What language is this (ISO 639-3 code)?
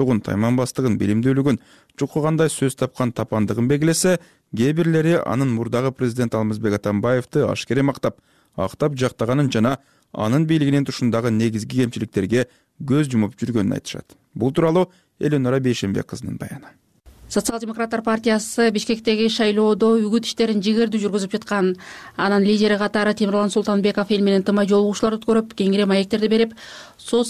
kir